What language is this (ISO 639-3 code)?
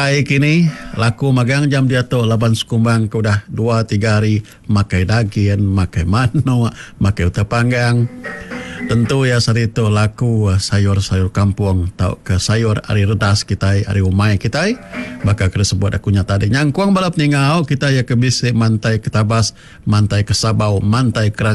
iba